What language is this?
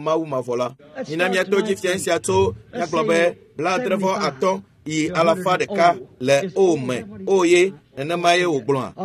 Ewe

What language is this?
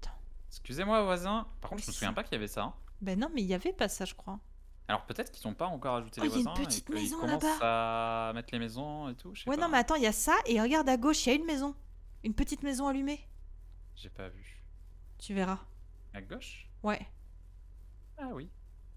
French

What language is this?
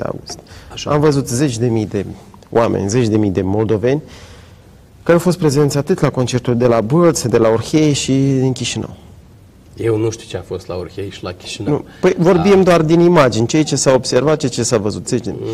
Romanian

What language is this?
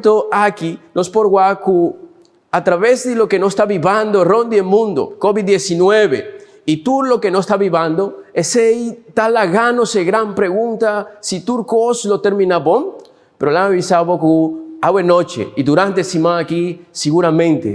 Papiamento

